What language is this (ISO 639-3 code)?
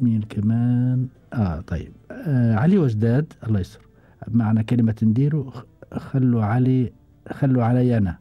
afb